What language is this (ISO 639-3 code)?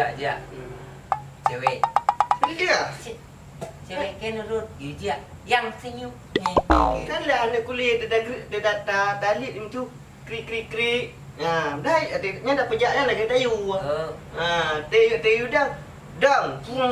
ace